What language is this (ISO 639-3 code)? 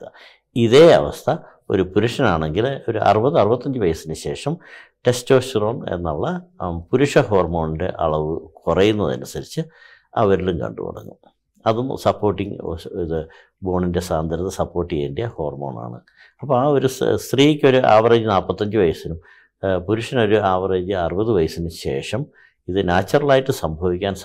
mal